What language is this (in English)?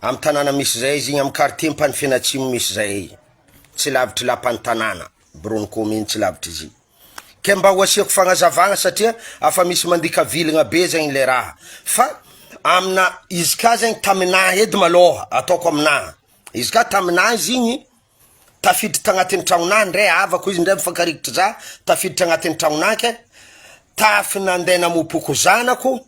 Malagasy